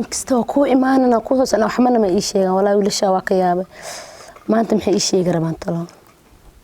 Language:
Somali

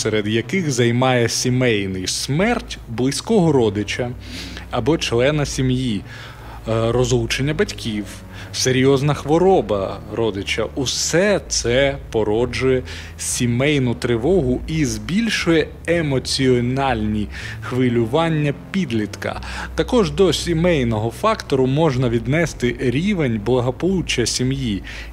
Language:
Ukrainian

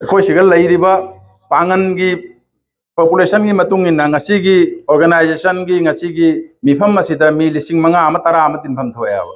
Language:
Manipuri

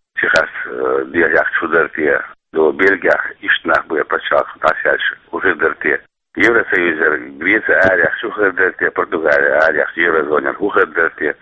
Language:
Chechen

